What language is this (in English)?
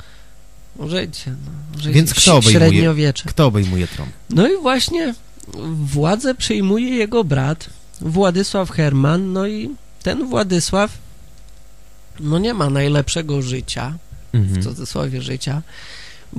Polish